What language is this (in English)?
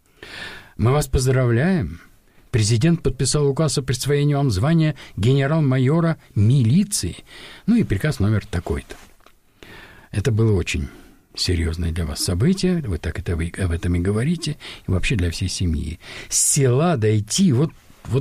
Russian